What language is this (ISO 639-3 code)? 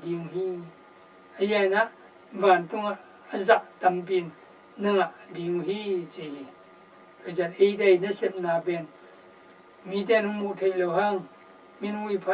ctd